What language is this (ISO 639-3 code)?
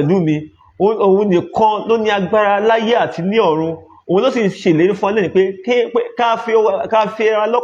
yor